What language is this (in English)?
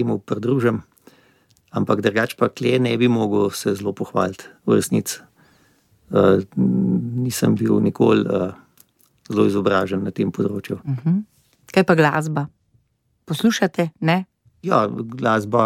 Slovenian